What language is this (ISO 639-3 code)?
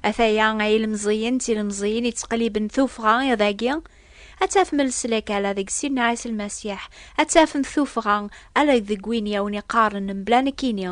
kab